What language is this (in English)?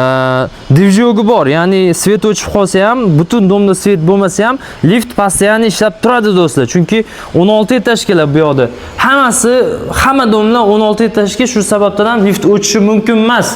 Uzbek